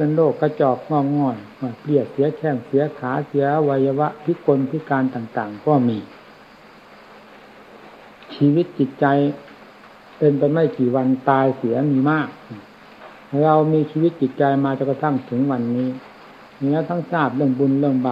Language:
Thai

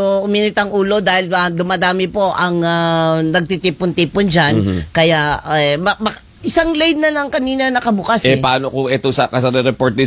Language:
Filipino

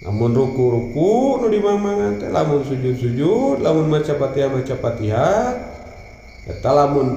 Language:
Sundanese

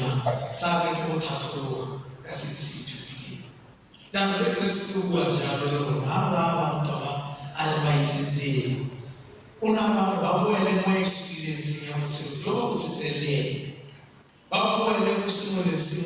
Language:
Tswana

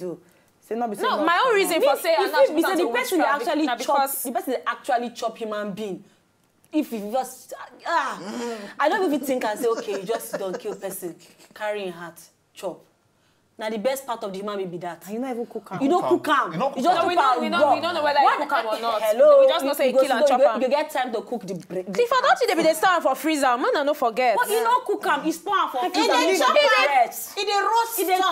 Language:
Nigerian Pidgin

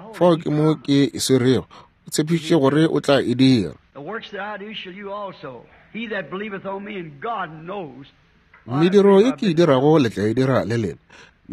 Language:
Northern Sotho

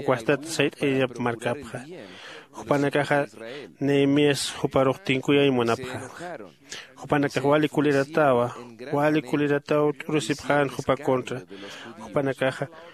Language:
Aymara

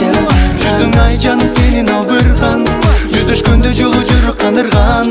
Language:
Kazakh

